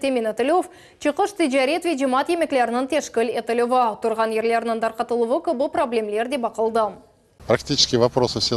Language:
Crimean Tatar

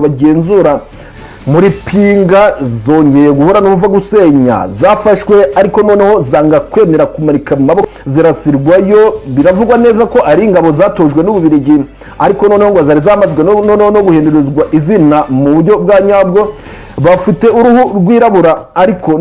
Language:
Kinyarwanda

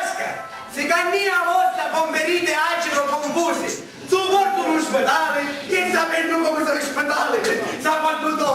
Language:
Sicilian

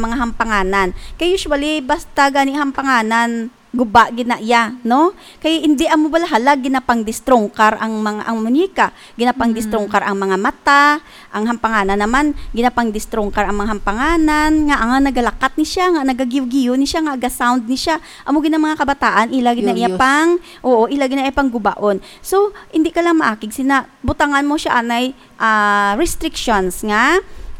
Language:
Hiligaynon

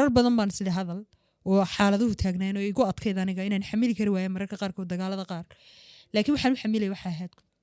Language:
Somali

